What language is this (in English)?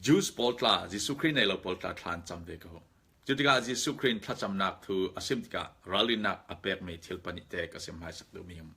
Falam Chin